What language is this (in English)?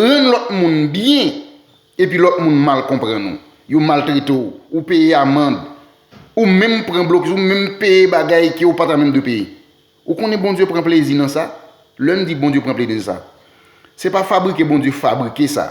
Haitian Creole